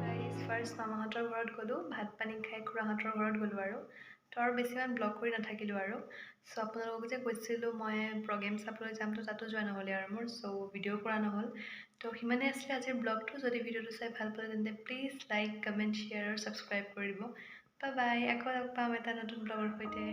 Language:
Assamese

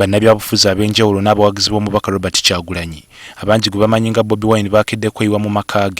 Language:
Ganda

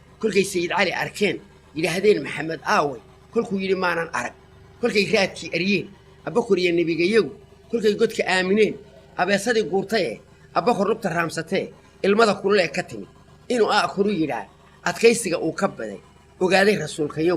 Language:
Somali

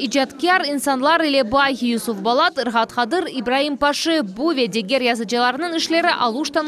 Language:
Crimean Tatar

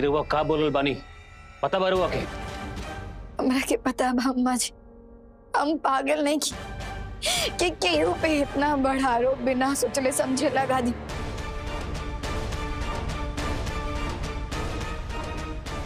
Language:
Bhojpuri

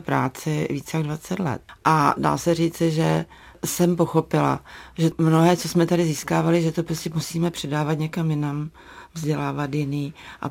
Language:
Czech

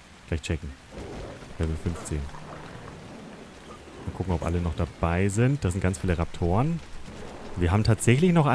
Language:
German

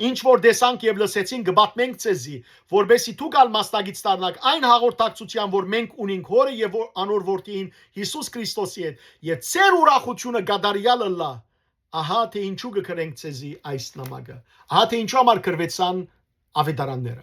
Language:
Western Armenian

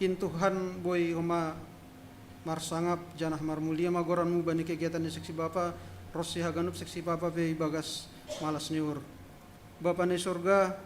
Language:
Batak Simalungun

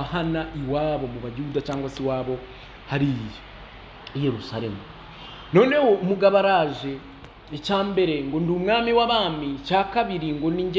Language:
Kinyarwanda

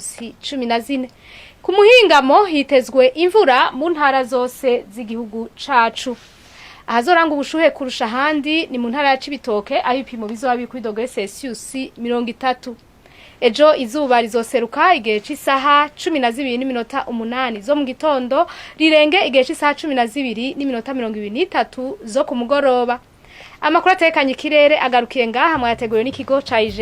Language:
Rundi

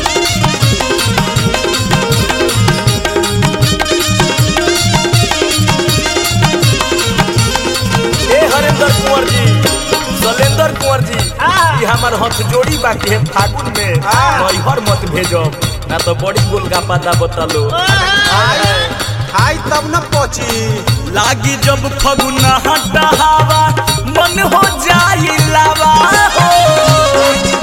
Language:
Bhojpuri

